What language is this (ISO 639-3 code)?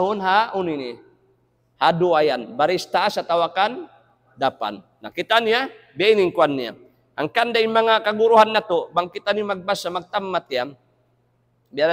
tsg